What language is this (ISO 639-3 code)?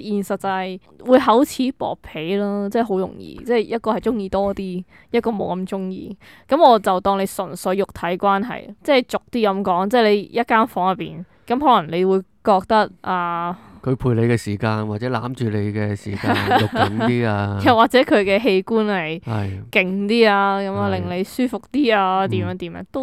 yue